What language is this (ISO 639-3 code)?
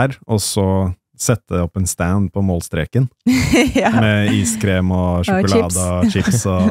nor